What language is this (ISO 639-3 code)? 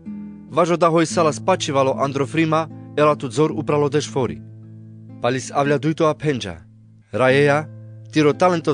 rmc